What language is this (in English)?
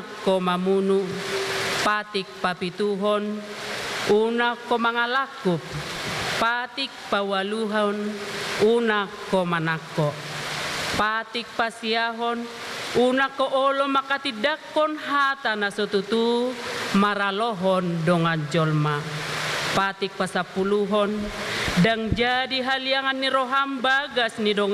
Batak Toba